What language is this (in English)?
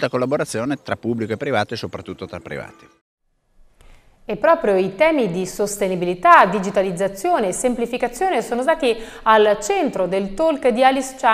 Italian